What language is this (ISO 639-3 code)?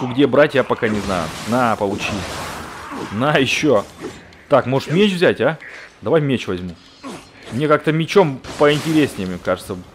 rus